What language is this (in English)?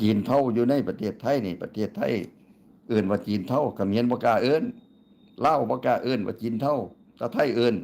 Northeastern Thai